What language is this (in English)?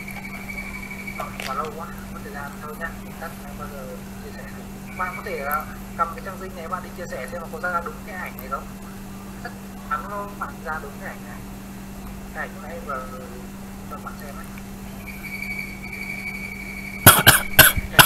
Vietnamese